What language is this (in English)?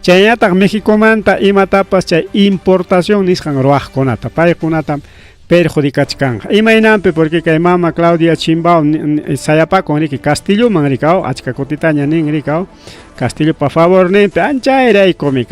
Ayacucho Quechua